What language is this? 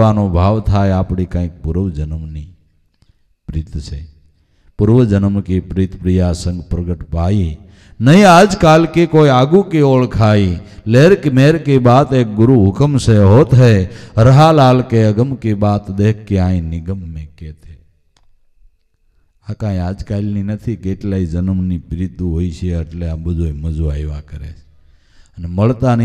Gujarati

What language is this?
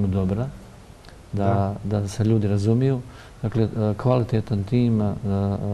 Bosnian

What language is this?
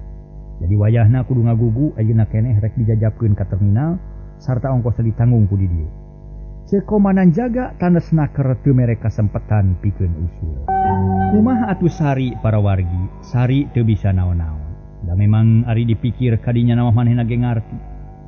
Sundanese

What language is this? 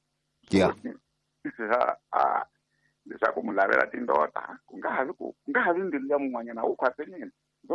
Tsonga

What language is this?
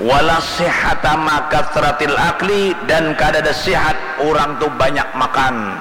Banjar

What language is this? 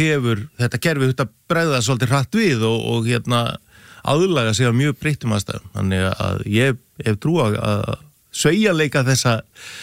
Icelandic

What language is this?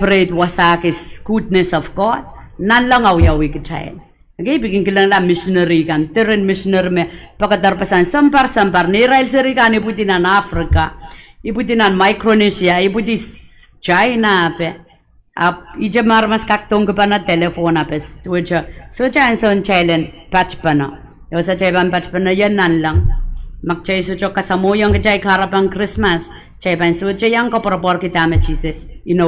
Pohnpeian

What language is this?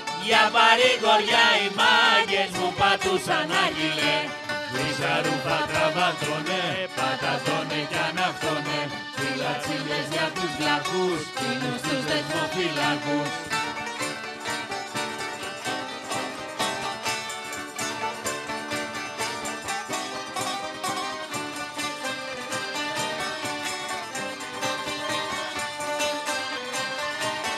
Greek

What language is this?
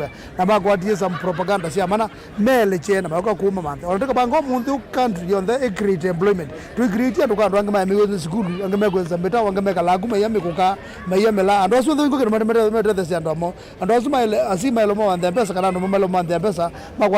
Kamba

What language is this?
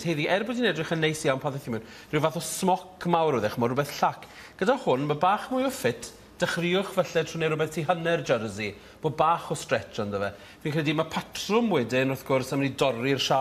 Welsh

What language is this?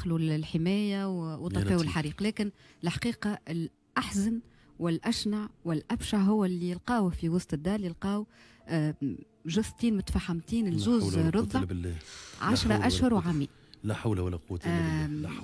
Tunisian Arabic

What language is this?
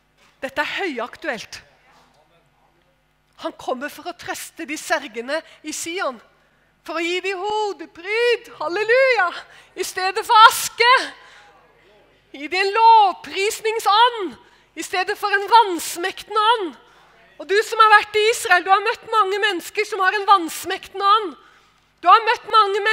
Norwegian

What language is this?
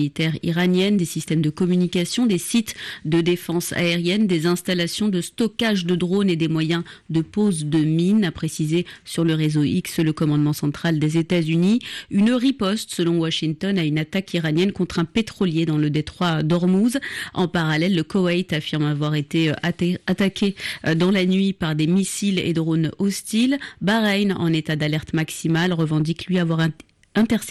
French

